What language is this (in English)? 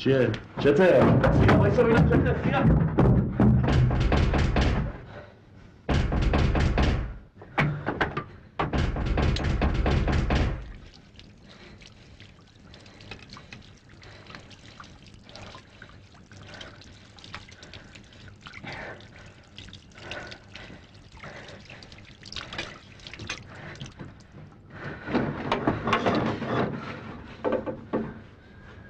Persian